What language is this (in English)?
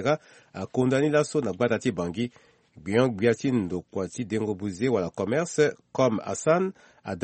Sango